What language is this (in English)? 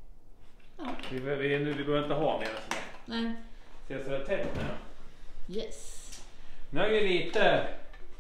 Swedish